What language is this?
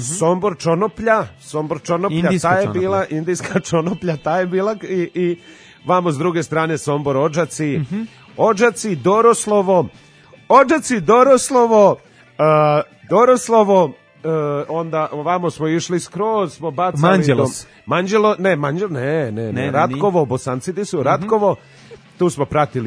Serbian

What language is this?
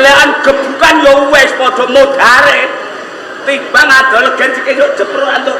Javanese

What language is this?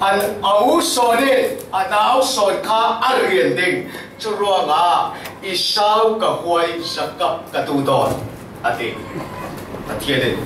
Falam Chin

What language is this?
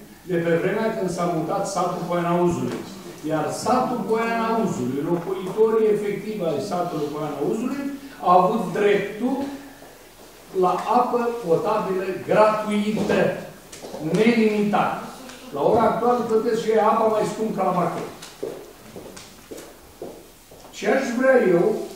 Romanian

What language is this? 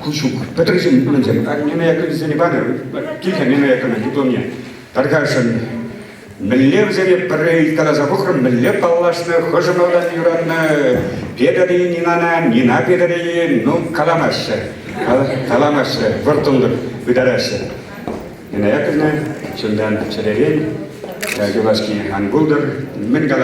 Chuvash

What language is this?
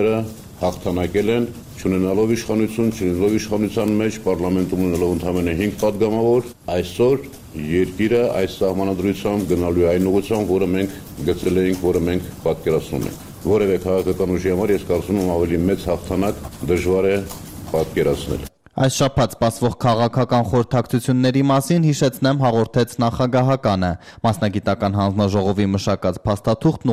Armenian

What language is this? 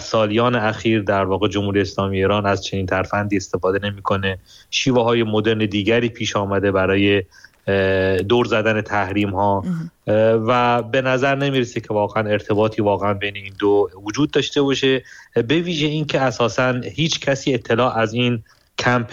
Persian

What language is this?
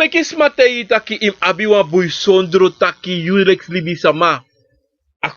Sranan Tongo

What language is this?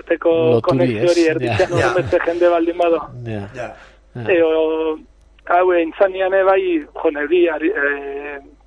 Basque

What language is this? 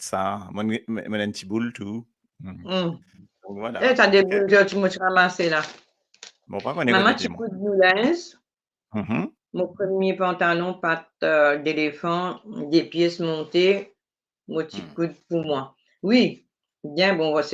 Morisyen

